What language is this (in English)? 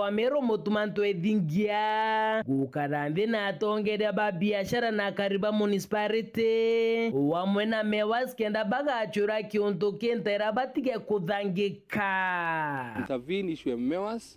Meru